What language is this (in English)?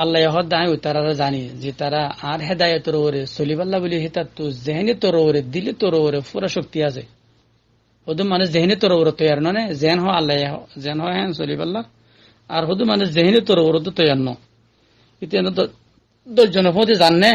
Rohingya